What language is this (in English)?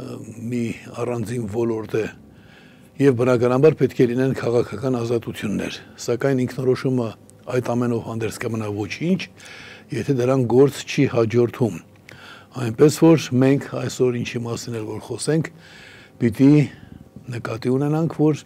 Armenian